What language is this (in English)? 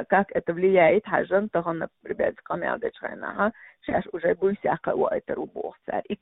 Chechen